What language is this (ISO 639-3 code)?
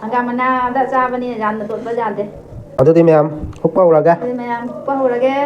mni